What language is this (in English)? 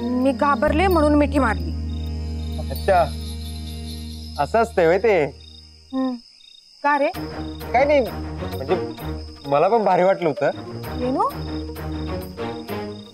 Marathi